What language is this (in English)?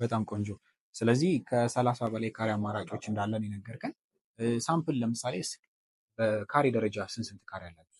Amharic